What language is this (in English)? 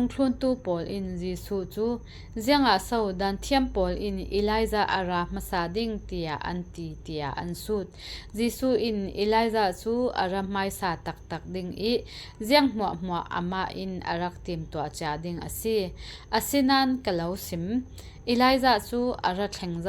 Falam Chin